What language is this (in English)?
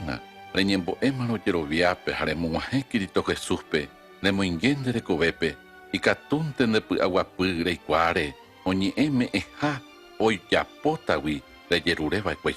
Guarani